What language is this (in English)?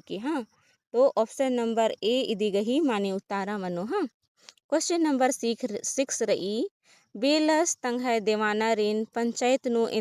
Kurukh